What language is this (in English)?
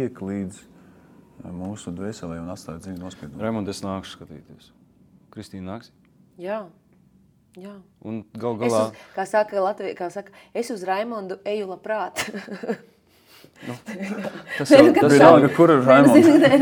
Latvian